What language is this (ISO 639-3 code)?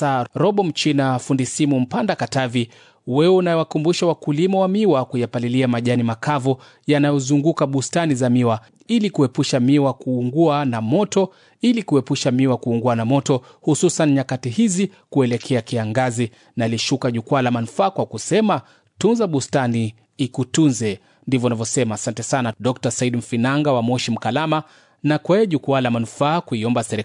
swa